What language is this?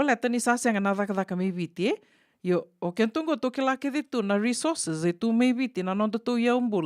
Fijian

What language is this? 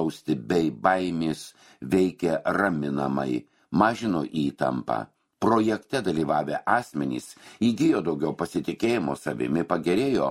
Lithuanian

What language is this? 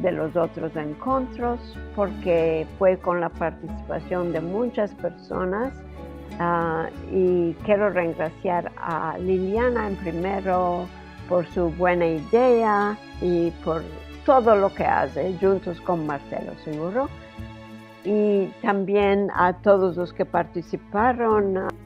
Ladino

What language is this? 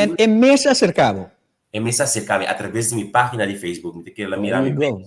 Papiamento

